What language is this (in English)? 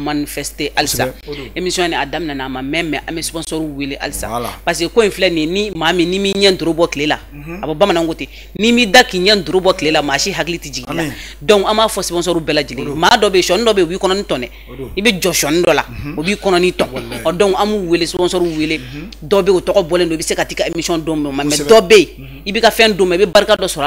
Bambara